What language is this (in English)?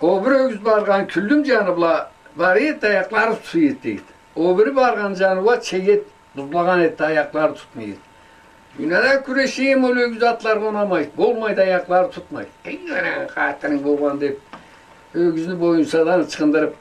Karachay-Balkar